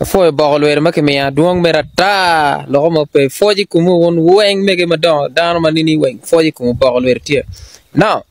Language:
Acoli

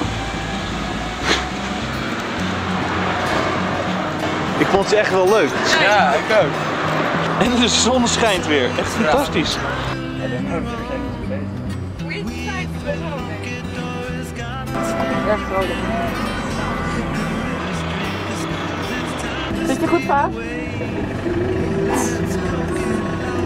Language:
Dutch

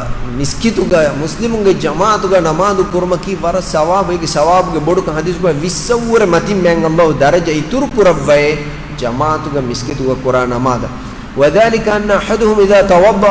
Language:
Divehi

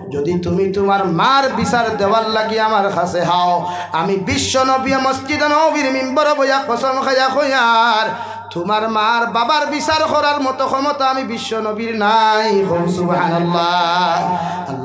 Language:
Sylheti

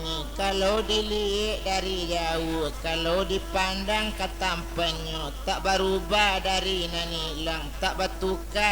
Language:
Minangkabau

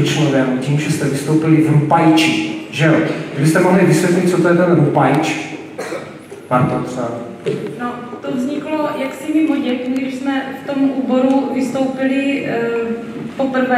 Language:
Czech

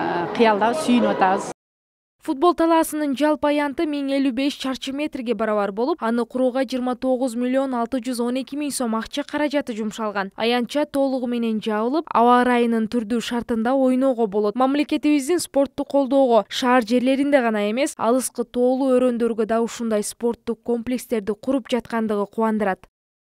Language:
Kyrgyz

